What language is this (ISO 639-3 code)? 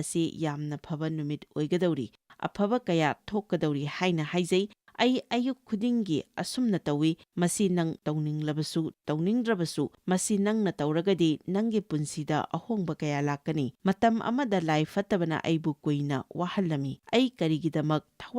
mni